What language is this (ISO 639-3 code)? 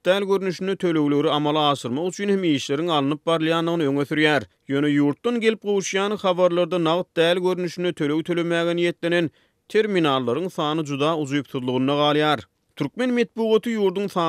tuk